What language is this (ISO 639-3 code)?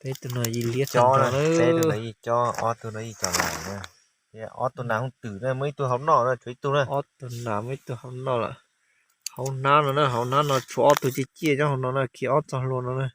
hmn